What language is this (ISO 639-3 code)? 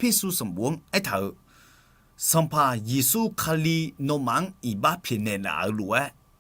ahk